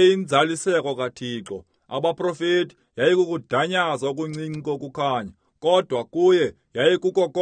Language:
Xhosa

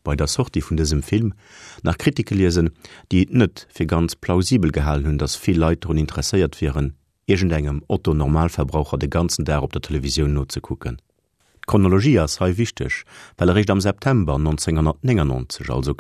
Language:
Luxembourgish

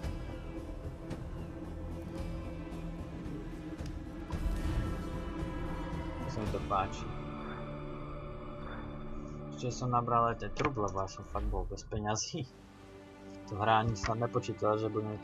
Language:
Slovak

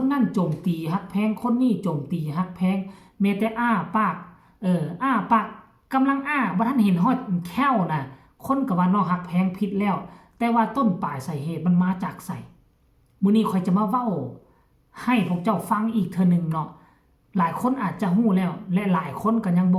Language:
Lao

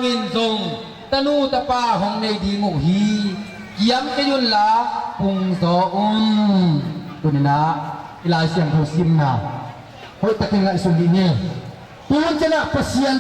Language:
Tedim Chin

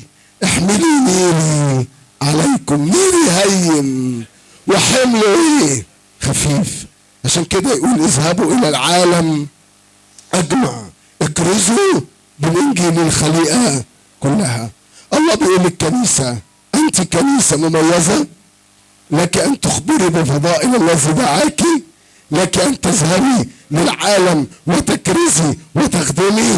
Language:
Egyptian Arabic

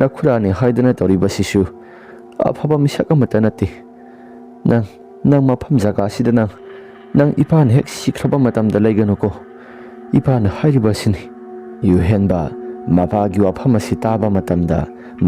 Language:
Manipuri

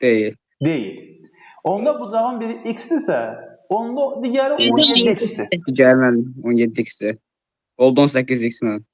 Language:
Azerbaijani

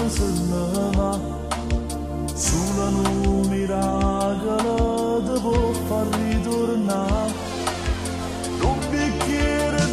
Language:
Italian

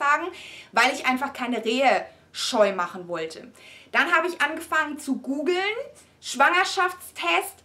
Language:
German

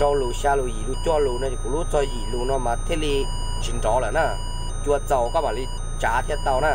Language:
Hmong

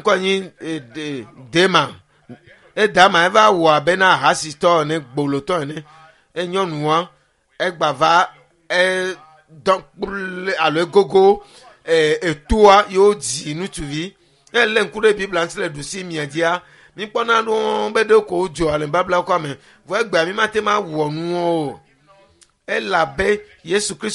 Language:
Ewe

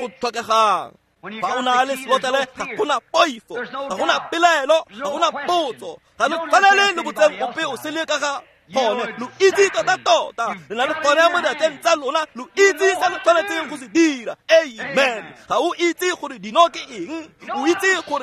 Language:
Tswana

